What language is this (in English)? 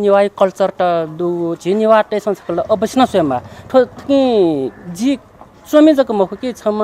Newari